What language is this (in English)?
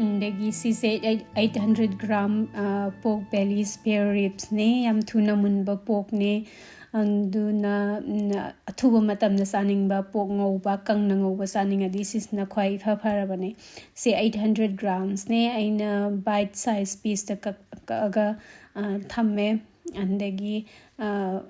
Manipuri